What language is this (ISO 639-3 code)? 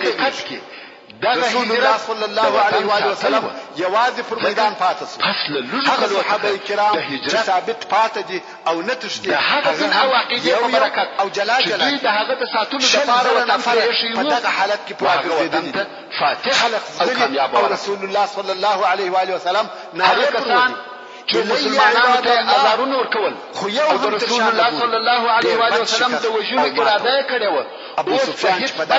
pus